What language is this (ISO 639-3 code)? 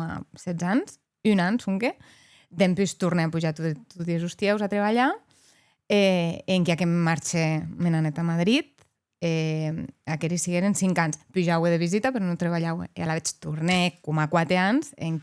oci